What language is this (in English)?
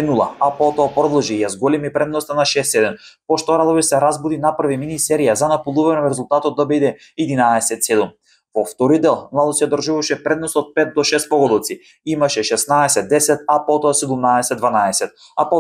Macedonian